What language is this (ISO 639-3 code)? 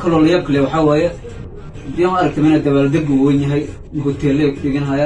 som